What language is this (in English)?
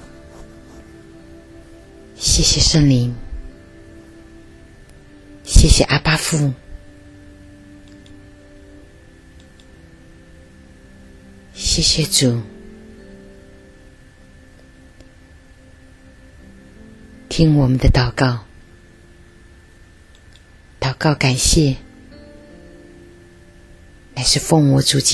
Chinese